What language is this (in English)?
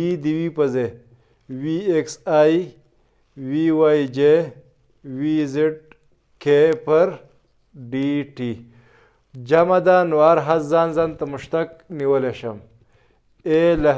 Pashto